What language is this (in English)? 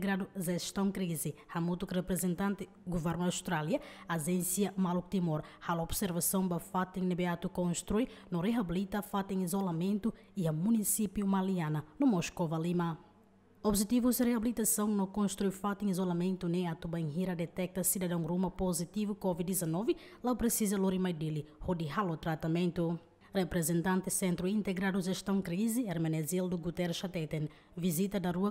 Tetum